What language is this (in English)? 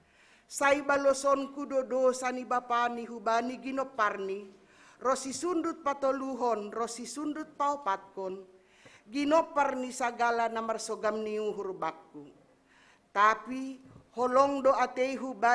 Batak Simalungun